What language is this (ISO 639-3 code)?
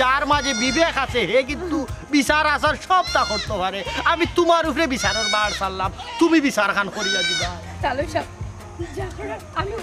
syl